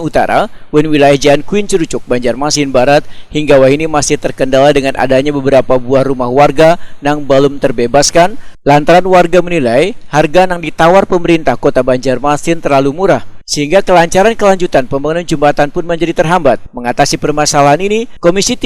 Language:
Banjar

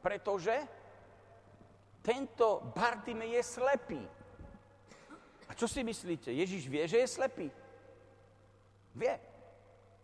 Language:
Slovak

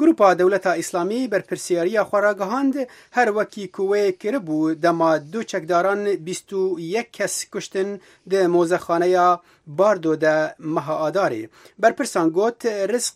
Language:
Kurdish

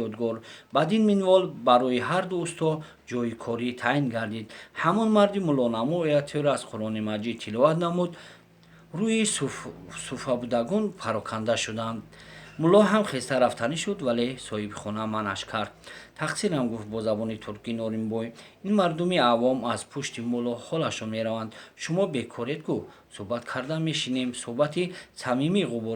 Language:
Tajik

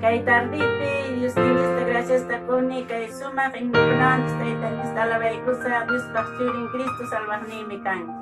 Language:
Ayacucho Quechua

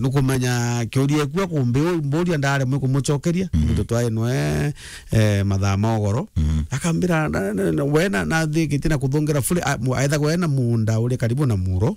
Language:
Meru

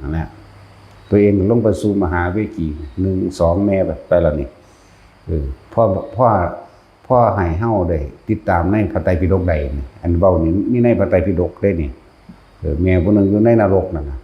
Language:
Northeastern Thai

